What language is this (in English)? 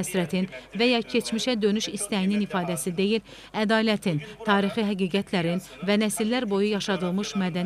Azerbaijani